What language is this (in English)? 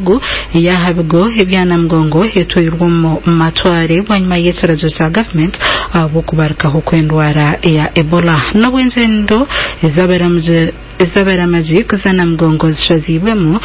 Nyankole